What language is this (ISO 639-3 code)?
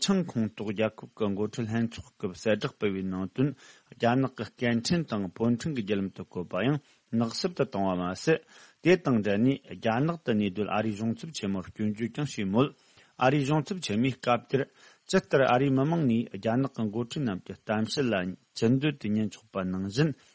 bod